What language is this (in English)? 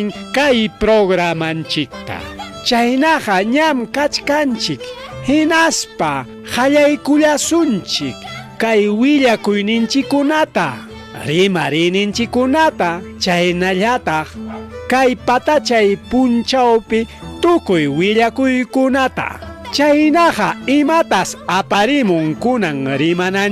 Ayacucho Quechua